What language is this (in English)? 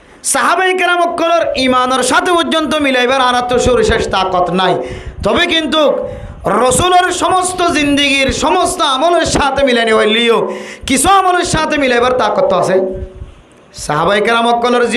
Rohingya